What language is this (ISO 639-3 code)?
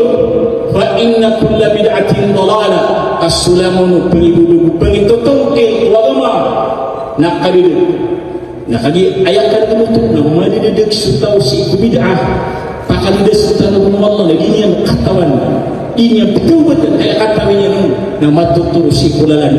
mrw